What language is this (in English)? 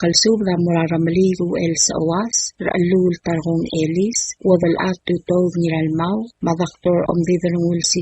Palauan